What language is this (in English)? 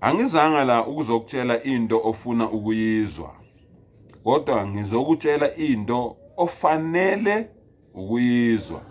Zulu